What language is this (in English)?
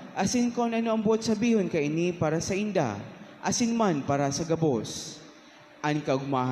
Bikol